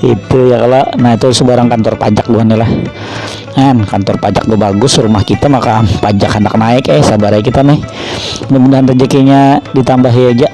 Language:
Banjar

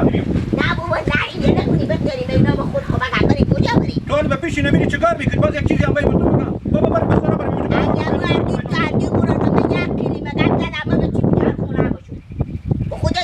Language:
Hazaragi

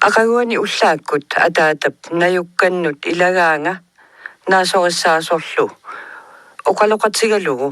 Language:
Kalaallisut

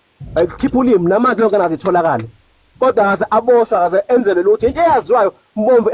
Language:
Zulu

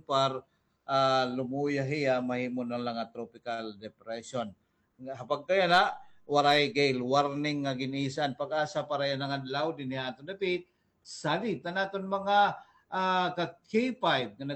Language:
Waray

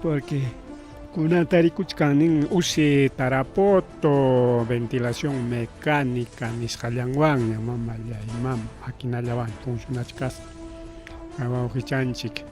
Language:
Ayacucho Quechua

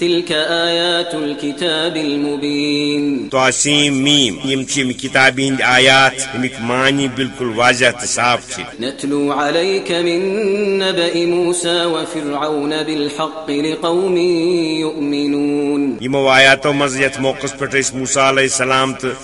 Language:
Kashmiri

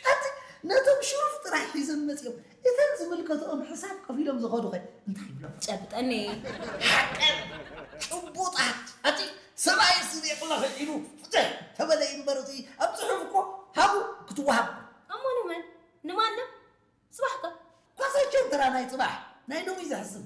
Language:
Tigrinya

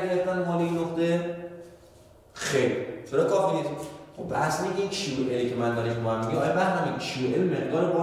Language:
Persian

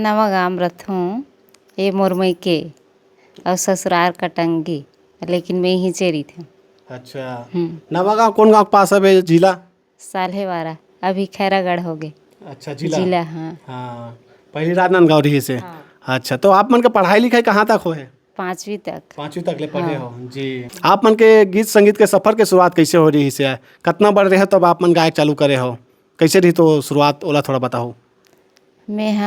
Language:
Chhattisgarhi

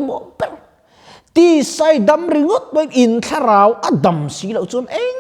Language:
Mizo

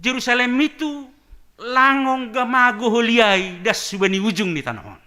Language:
Batak Simalungun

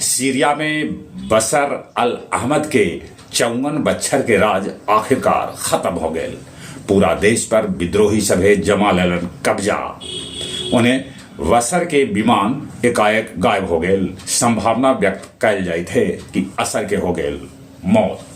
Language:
Magahi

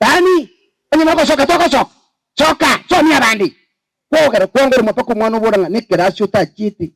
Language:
Gusii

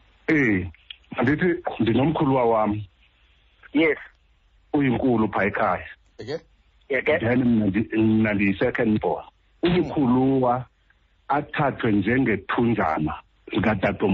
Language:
Xhosa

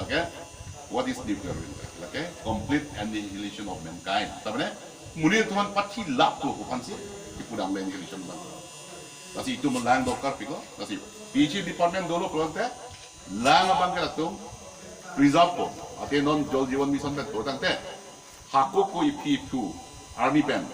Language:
Karbi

